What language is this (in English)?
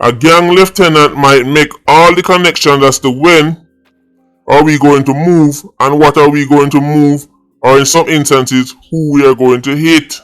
Jamaican Creole English